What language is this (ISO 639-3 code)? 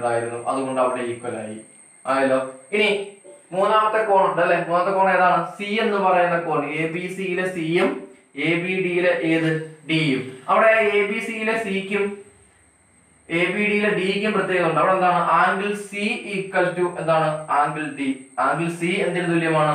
mal